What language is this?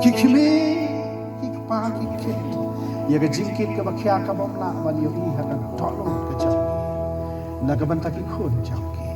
Khasi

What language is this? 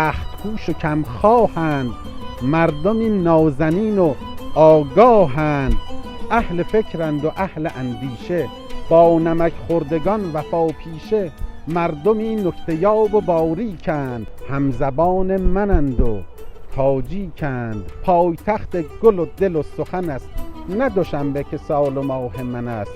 Tajik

